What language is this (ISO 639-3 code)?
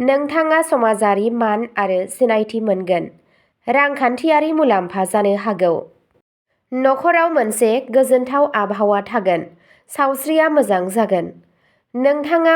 brx